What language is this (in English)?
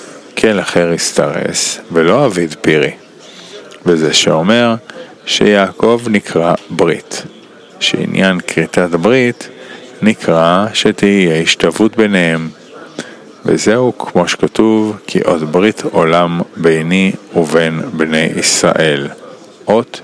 Hebrew